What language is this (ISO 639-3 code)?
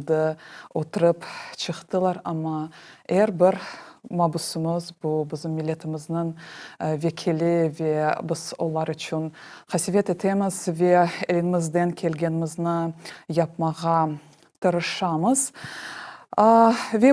crh